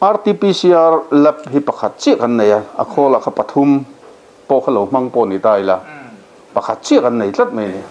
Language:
Mizo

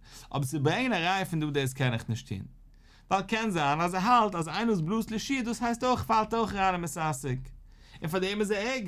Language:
Yiddish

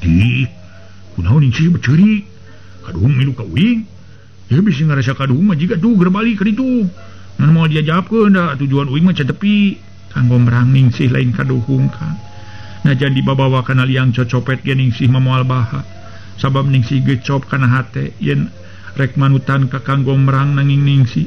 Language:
Sundanese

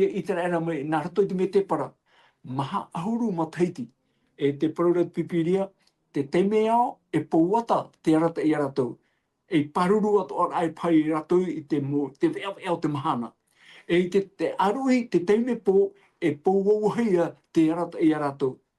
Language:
Tahitian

